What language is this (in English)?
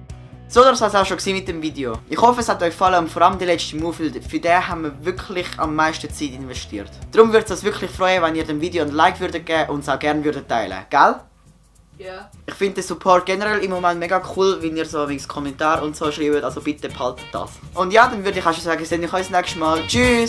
Swiss German